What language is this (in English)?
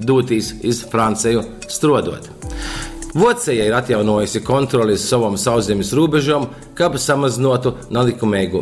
Latgalian